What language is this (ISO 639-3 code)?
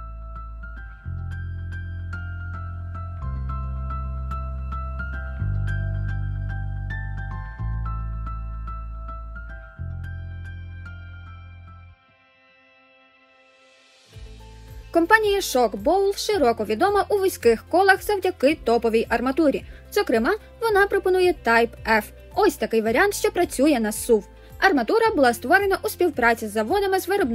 ukr